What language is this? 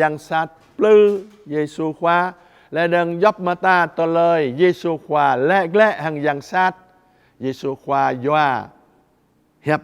Jarai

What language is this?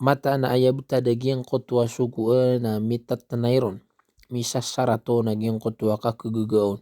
Maranao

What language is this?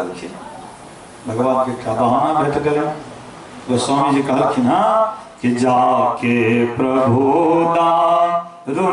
Maithili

